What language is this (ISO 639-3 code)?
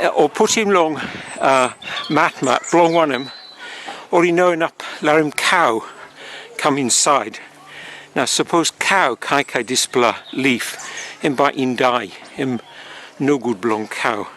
tpi